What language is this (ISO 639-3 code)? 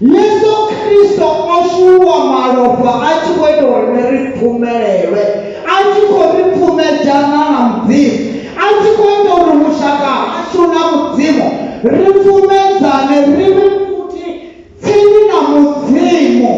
ven